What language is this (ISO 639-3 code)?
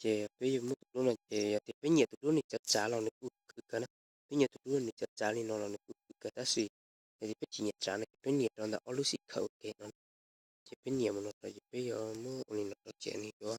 hmn